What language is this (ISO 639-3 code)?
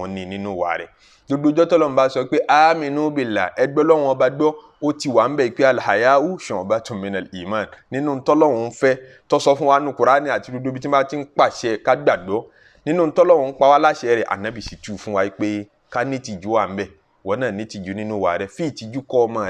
yor